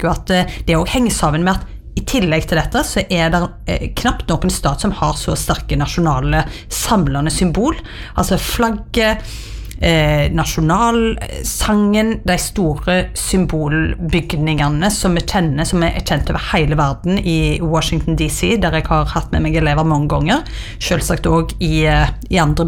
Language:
Norwegian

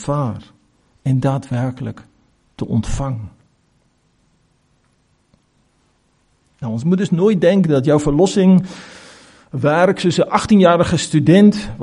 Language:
Afrikaans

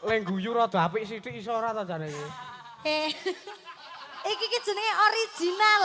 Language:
Javanese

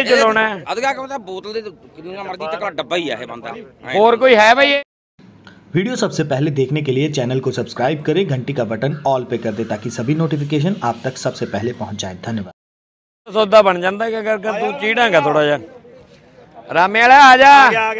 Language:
Punjabi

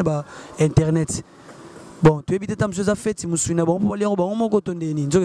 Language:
Lingala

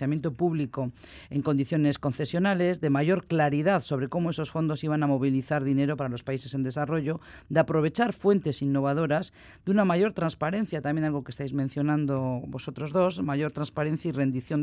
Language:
Spanish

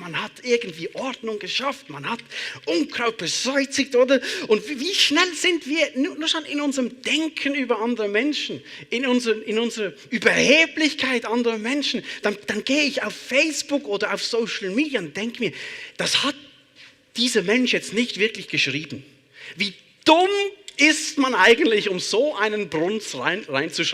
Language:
Swiss German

